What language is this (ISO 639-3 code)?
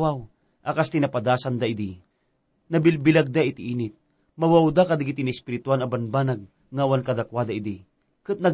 ilo